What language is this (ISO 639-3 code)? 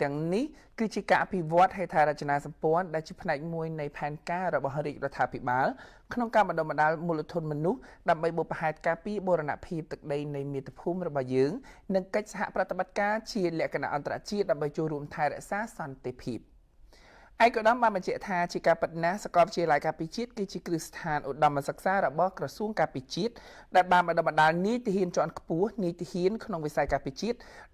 khm